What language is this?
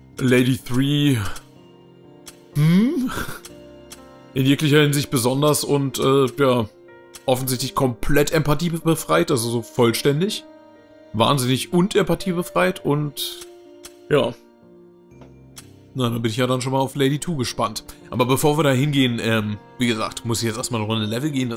German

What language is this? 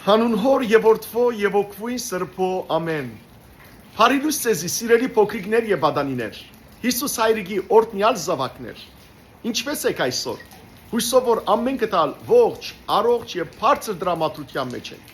Western Armenian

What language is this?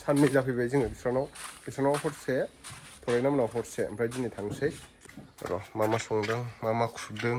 Bodo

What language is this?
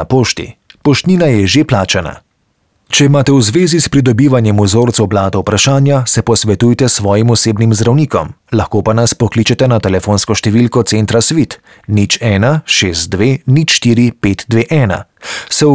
Slovenian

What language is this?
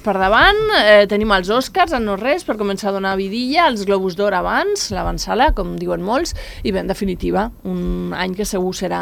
Catalan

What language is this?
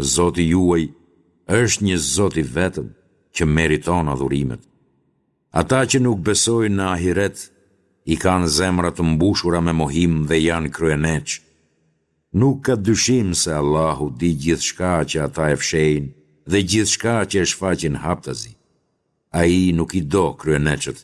Albanian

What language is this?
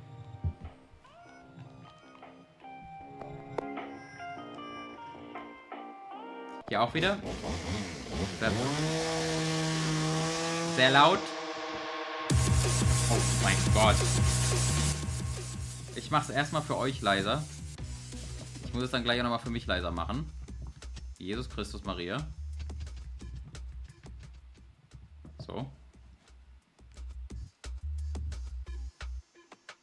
German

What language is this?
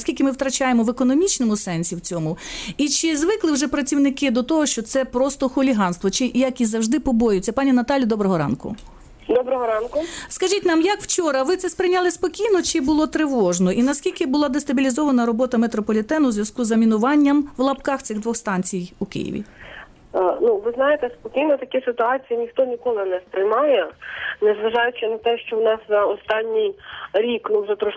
Ukrainian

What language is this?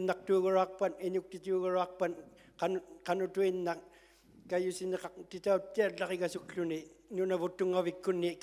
Inuktitut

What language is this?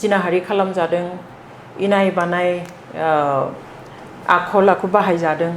Bodo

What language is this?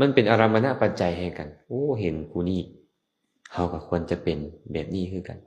Lao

